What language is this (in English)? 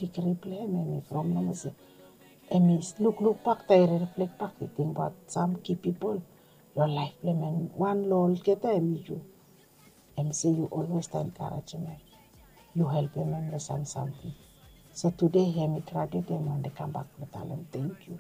Bislama